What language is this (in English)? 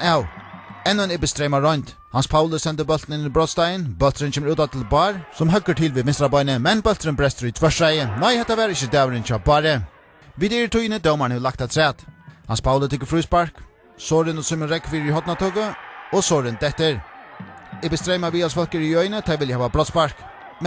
Faroese